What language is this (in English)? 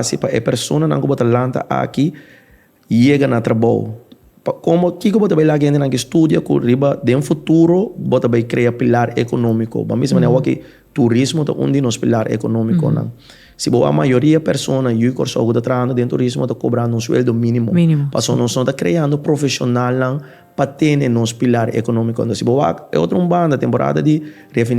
Papiamento